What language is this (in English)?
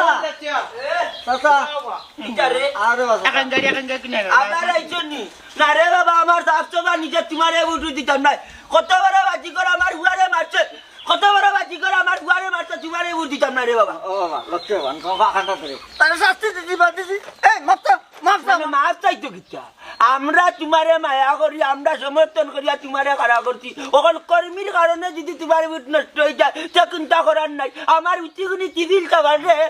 Sylheti